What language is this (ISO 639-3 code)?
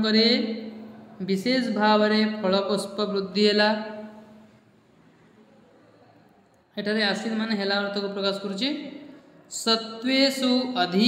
ori